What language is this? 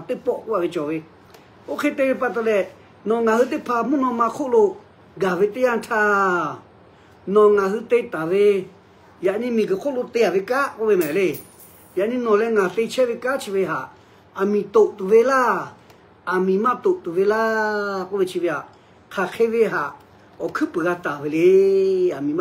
Lahu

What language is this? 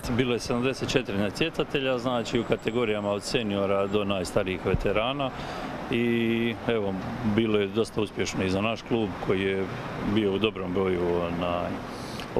Croatian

